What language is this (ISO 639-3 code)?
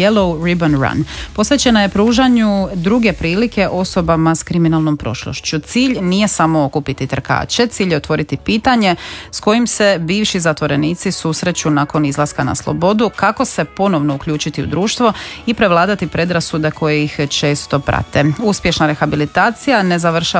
hrv